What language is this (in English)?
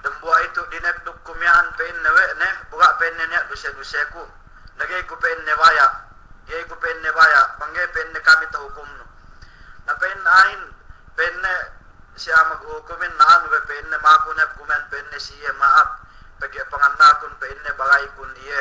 Yakan